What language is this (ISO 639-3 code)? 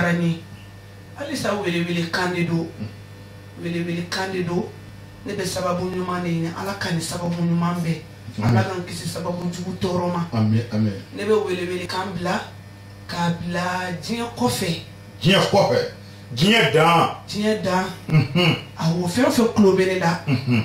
bam